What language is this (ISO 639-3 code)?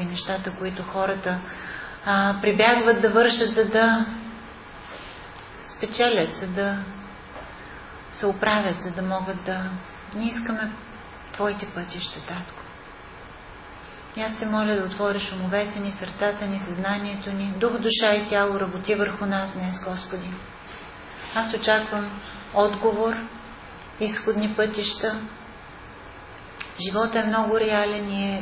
bul